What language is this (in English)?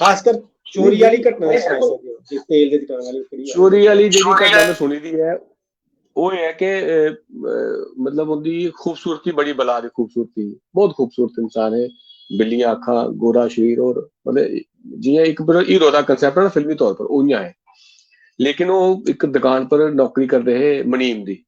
Dogri